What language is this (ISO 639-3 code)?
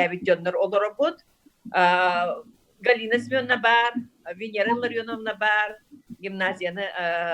sah